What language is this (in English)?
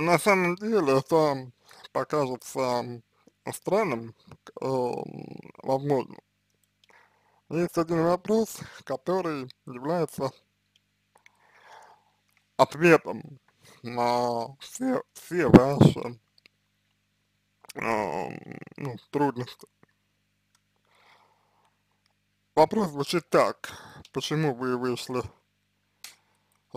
Russian